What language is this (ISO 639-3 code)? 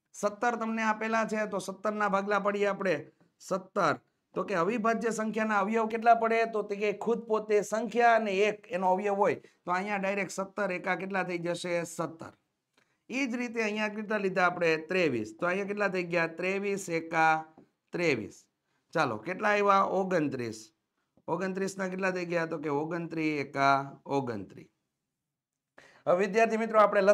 guj